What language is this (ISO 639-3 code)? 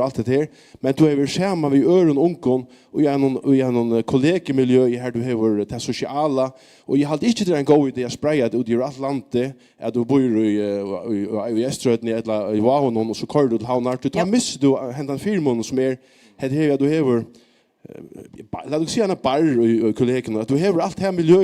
fao